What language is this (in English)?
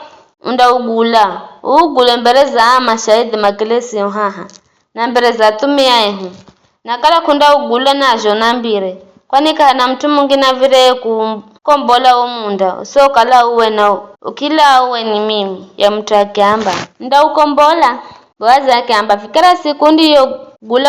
Giryama